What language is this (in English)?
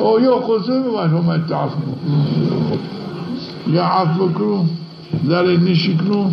Zaza